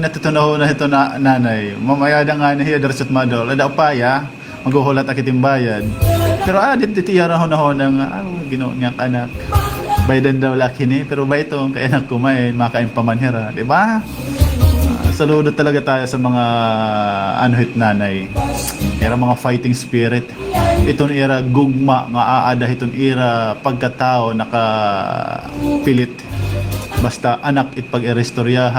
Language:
Waray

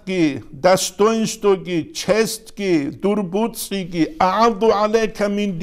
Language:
Avaric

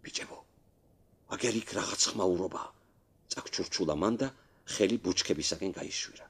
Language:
Georgian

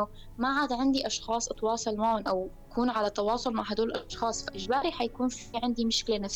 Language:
North Levantine Arabic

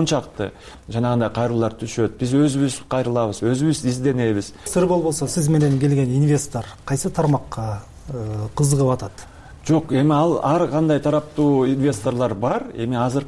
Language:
Kyrgyz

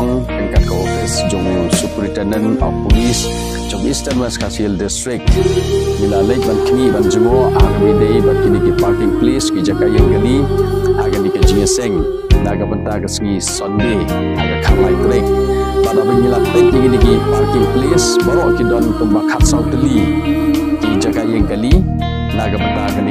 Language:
Khasi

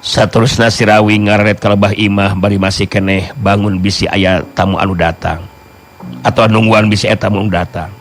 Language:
Sundanese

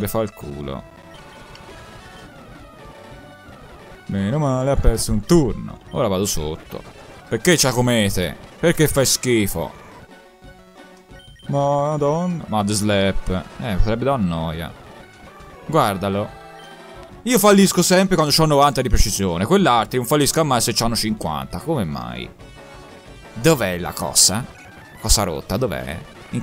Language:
Italian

